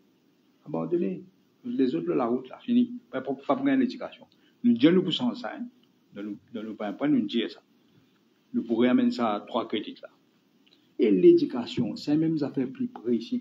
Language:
Morisyen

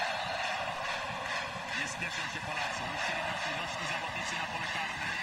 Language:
Polish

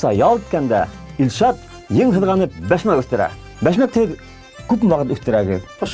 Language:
Bashkir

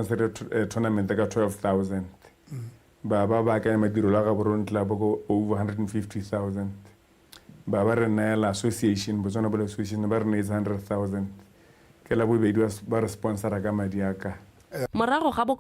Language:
Tswana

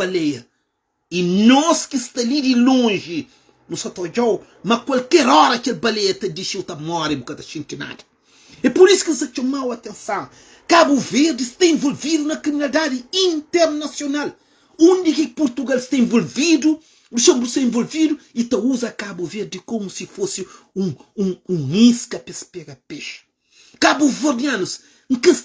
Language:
Kabuverdianu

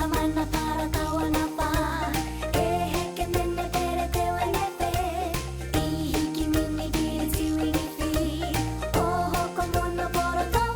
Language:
Māori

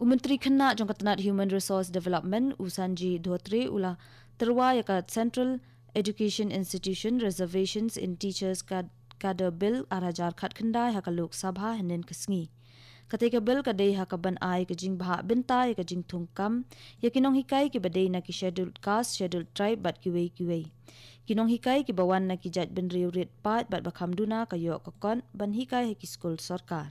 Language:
Khasi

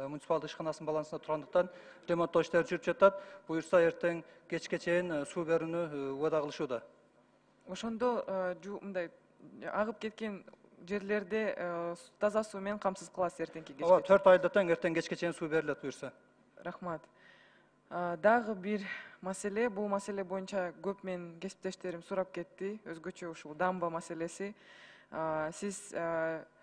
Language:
Kyrgyz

